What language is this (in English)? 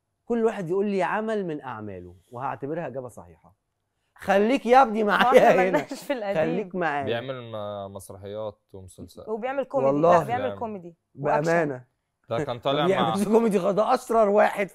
Egyptian Arabic